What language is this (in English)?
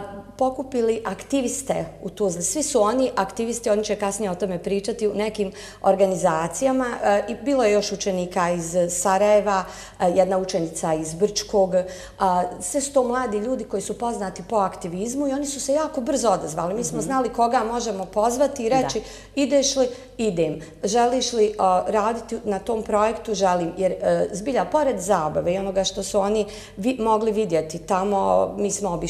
Bosnian